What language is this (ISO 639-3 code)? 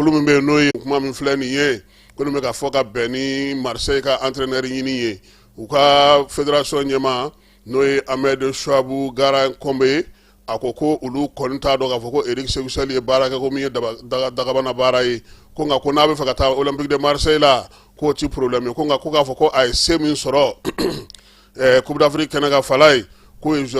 bam